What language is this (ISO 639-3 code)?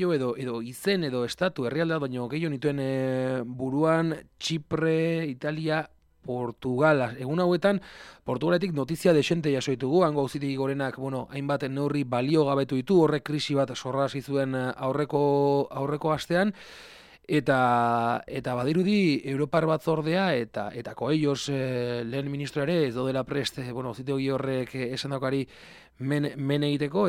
eus